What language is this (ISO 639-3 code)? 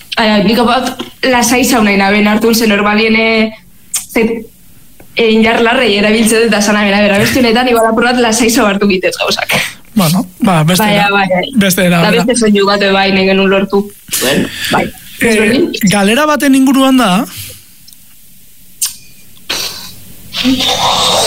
eus